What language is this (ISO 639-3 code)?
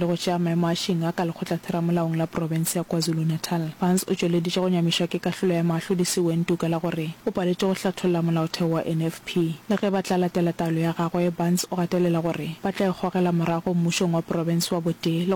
nso